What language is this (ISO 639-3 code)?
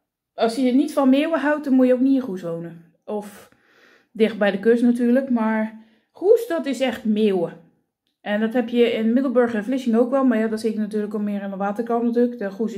nld